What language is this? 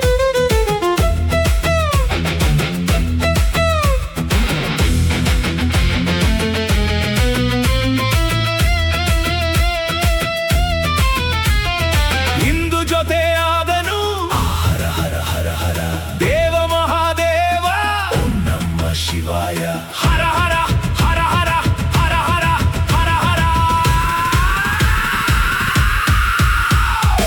Kannada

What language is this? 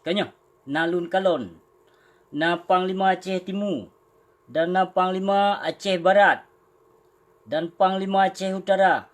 Achinese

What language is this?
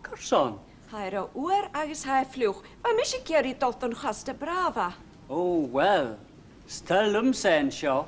Scottish Gaelic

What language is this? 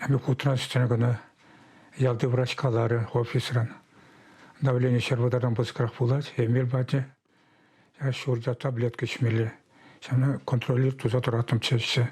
Chuvash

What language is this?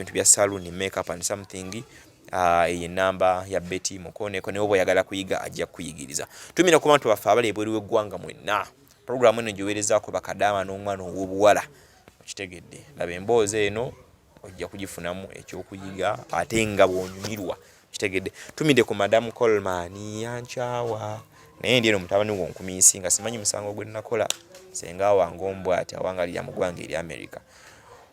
Ganda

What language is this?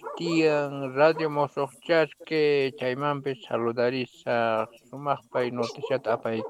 Quechua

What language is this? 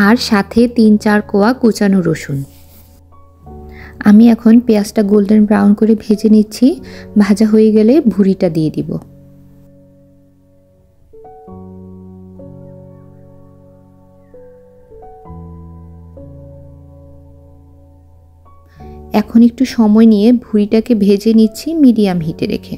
Bangla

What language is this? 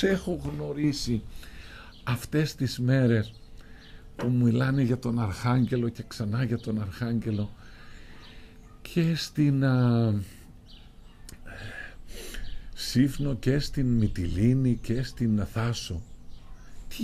Greek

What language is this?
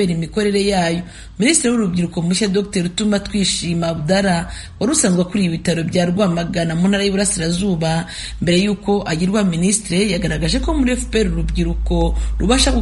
Kinyarwanda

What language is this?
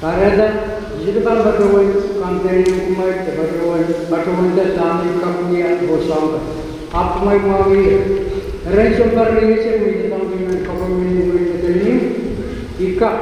Pohnpeian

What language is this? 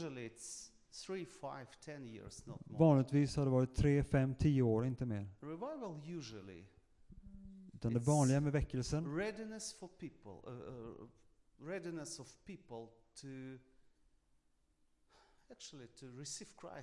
Swedish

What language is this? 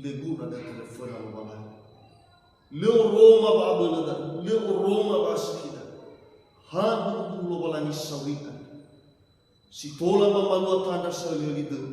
Nias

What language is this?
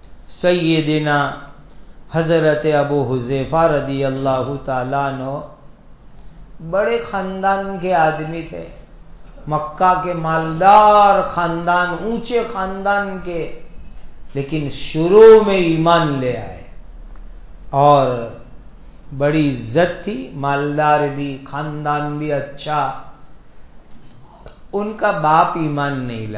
Urdu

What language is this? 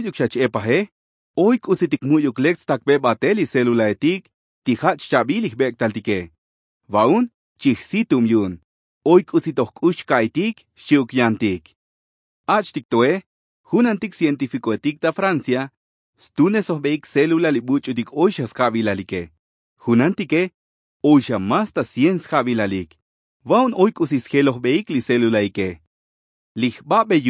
Tzotzil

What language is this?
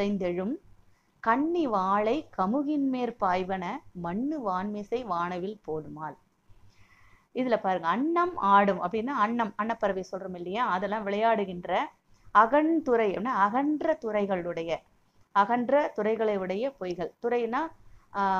Tamil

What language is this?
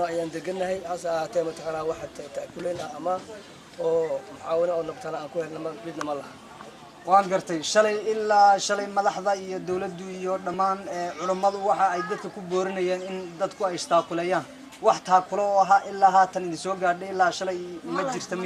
Somali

